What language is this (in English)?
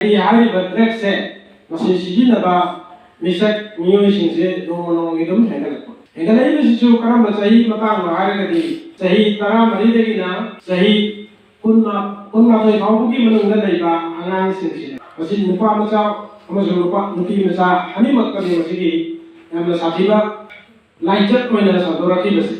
Manipuri